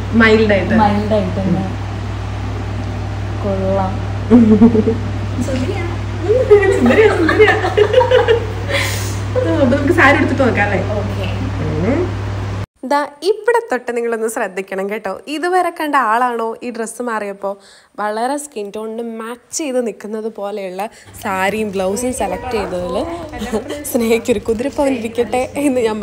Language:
Malayalam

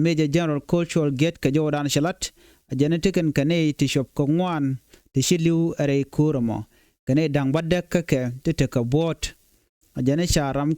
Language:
Nuer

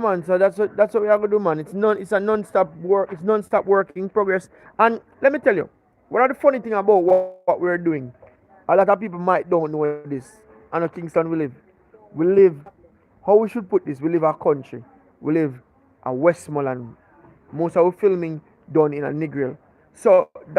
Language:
Jamaican Creole English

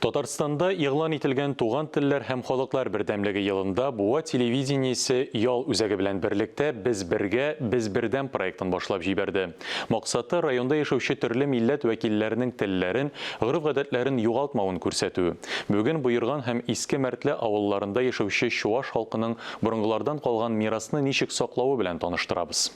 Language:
Tatar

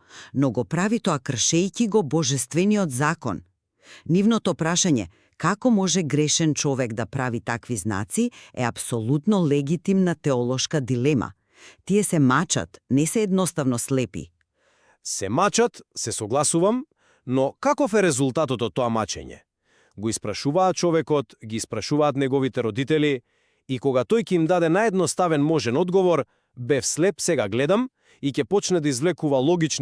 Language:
Macedonian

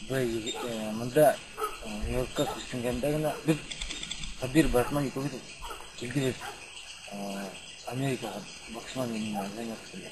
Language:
Bashkir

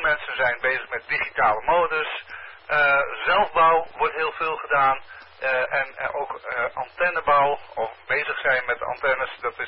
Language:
Dutch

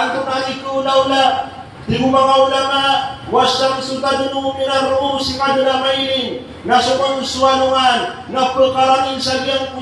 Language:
Maranao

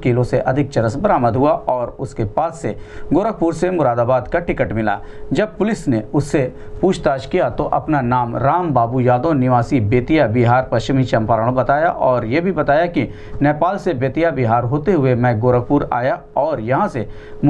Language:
Hindi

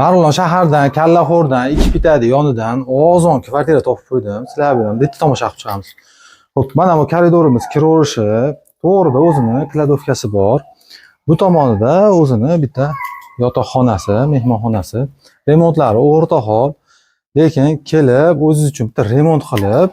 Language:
Uzbek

